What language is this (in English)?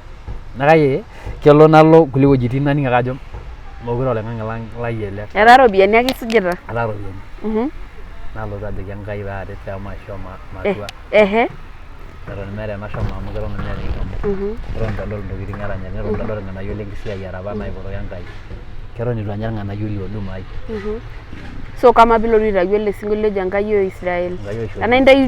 Masai